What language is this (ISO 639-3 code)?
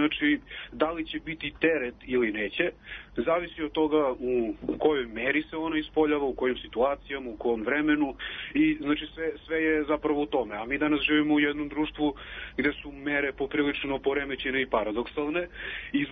srp